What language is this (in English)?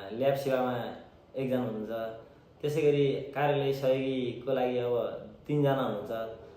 Nepali